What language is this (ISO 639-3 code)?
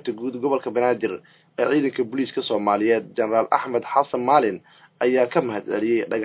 som